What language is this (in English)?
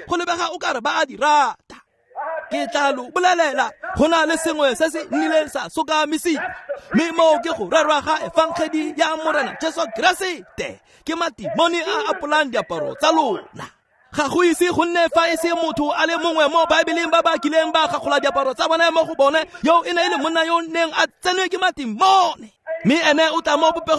Tswana